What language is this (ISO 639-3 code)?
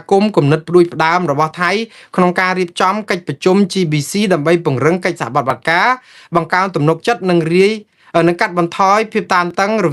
khm